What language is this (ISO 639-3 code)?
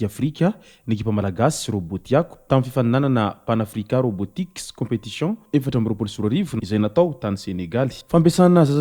mlg